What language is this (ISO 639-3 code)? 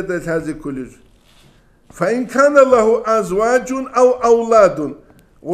ava